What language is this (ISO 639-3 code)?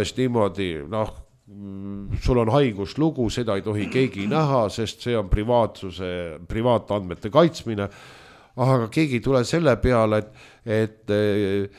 est